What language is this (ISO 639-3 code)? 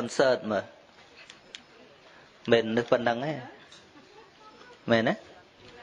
khm